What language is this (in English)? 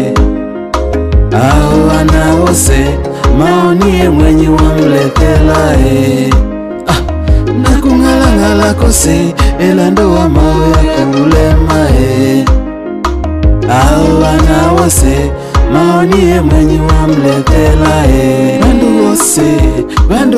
Swahili